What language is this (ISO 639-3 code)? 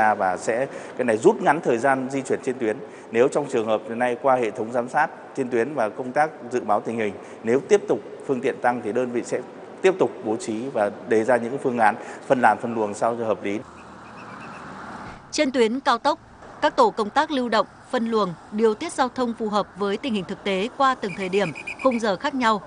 vie